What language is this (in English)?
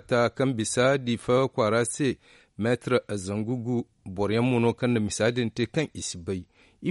Zarma